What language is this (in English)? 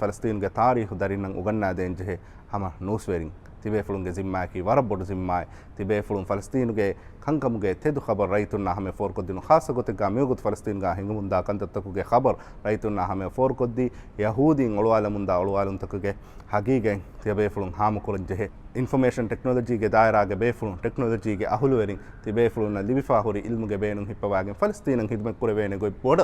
Divehi